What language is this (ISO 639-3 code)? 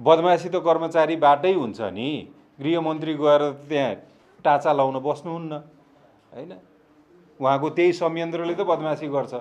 nep